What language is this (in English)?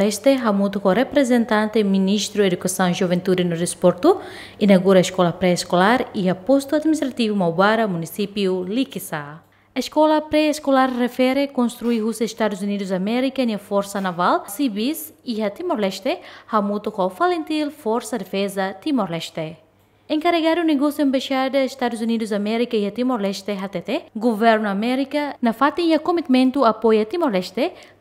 Tetum